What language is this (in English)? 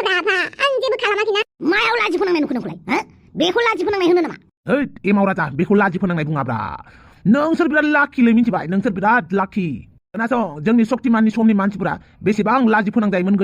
Bodo